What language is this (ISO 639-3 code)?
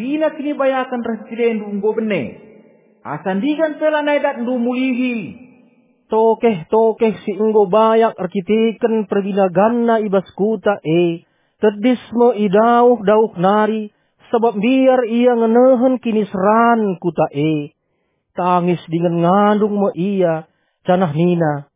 btx